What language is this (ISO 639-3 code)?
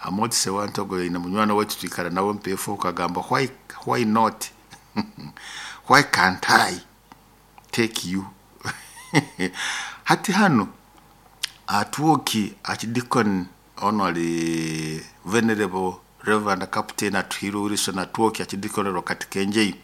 nyo